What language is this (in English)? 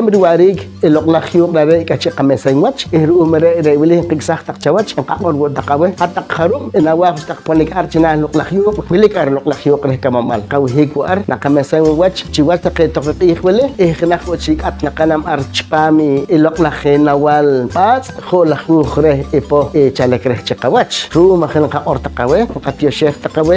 Poqomchi'